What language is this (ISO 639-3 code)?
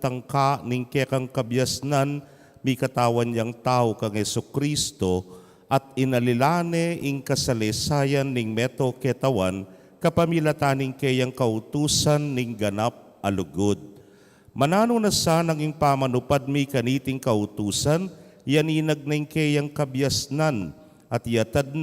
pam